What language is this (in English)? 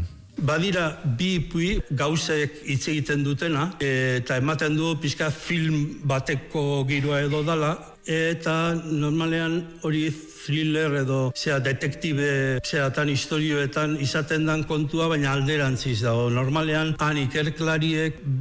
Basque